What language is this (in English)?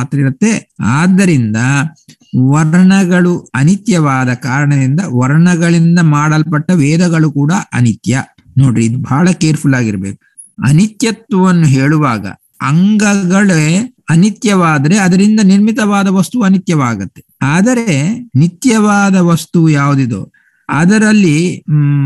Kannada